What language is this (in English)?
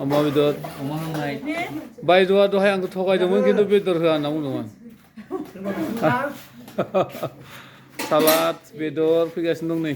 Bodo